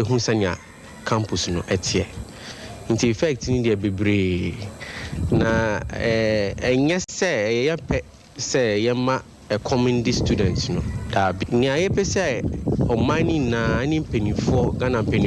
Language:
Akan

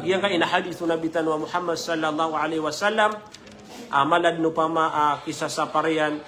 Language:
Maranao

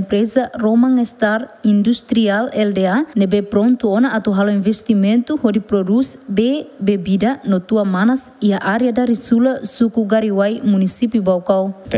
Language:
Tetum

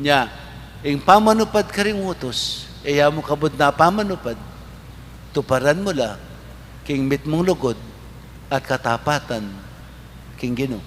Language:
Pampanga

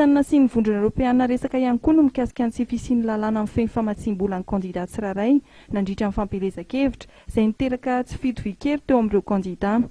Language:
Malagasy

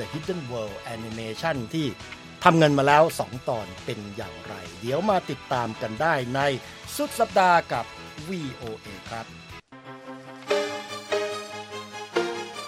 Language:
Thai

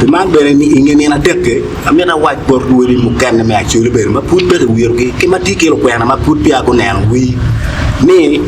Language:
Acoli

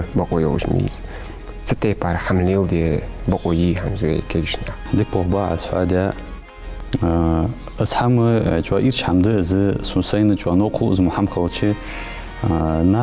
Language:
Ingush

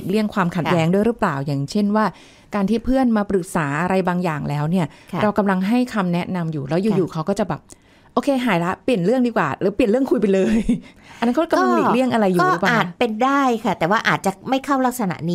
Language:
Thai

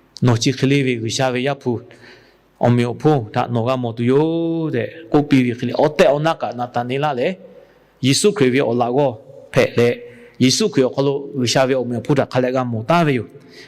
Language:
Lahu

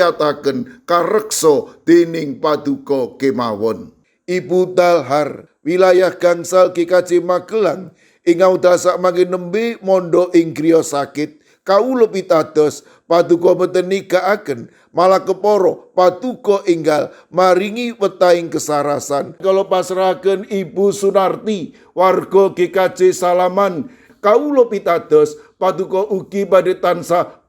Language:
Javanese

